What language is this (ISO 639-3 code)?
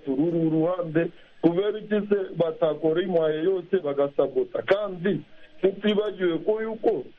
kin